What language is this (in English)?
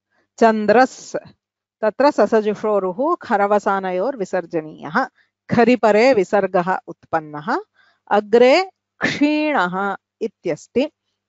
Sanskrit